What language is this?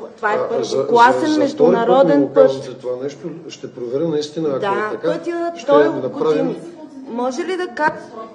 Bulgarian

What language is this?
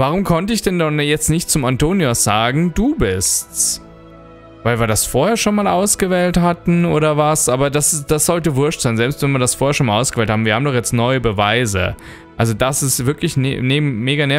German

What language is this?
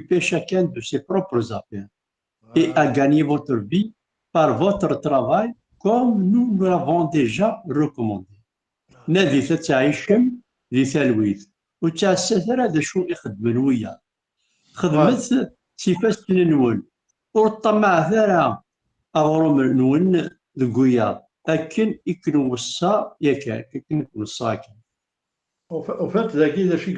Kabyle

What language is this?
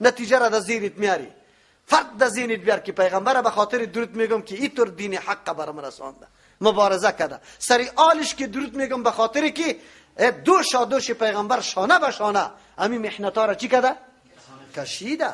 Persian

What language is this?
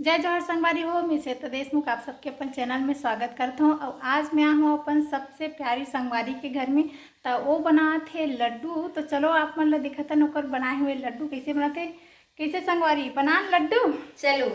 Chhattisgarhi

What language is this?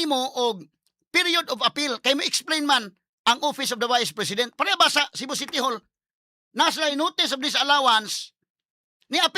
Cebuano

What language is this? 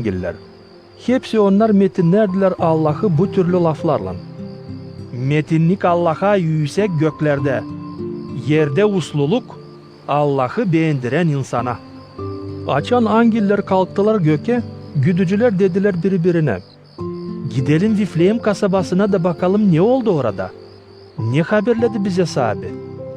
Gagauz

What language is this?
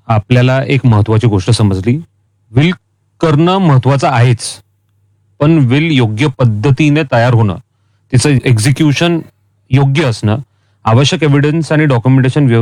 Marathi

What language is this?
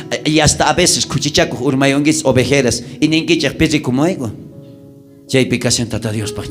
South Bolivian Quechua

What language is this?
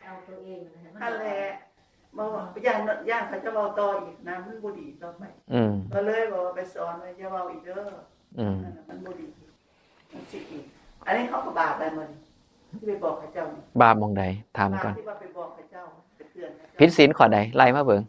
Northeastern Thai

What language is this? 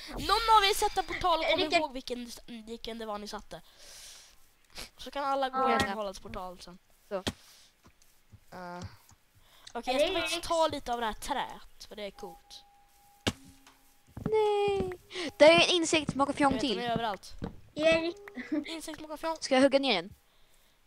Swedish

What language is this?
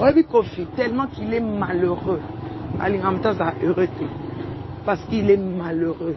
Lingala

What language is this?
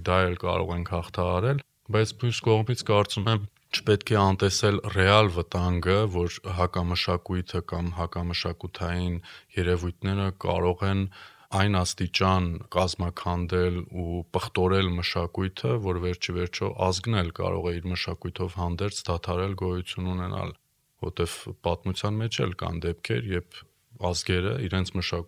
Armenian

